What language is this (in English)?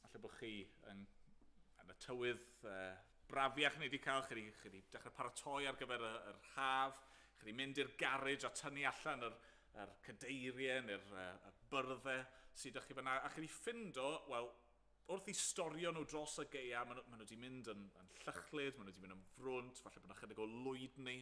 Welsh